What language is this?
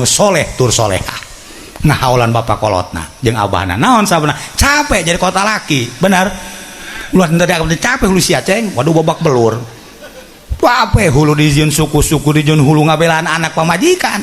Sundanese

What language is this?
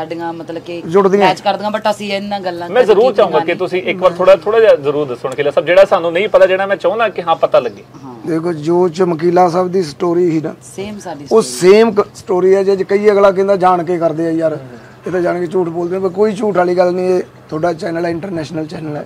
Punjabi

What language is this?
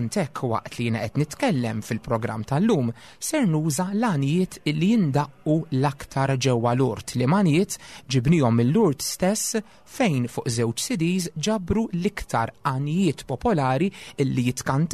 Maltese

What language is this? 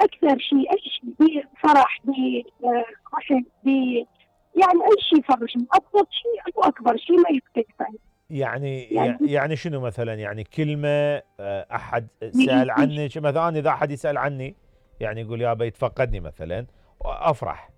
Mesopotamian Arabic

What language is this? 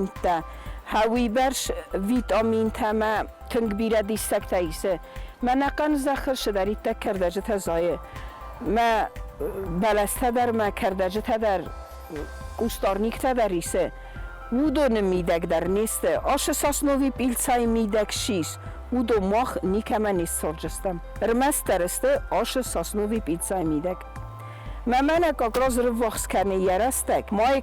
Ossetic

